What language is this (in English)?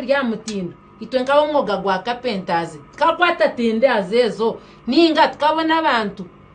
Nyankole